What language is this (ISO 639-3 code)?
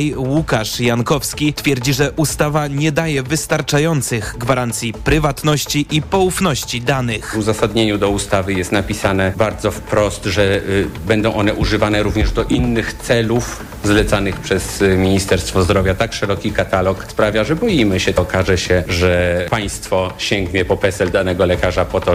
pol